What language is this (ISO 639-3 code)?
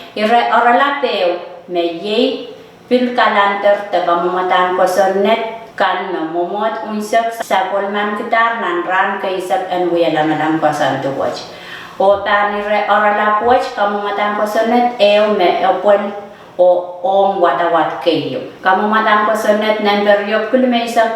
pon